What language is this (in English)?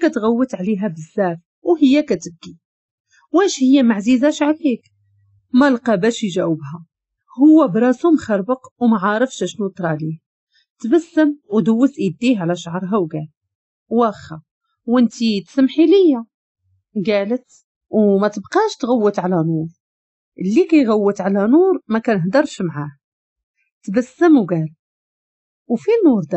Moroccan Arabic